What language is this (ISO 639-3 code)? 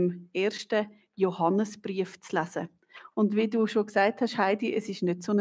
gsw